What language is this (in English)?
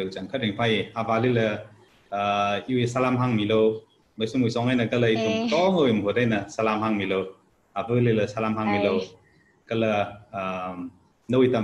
Tangkhul Naga (India)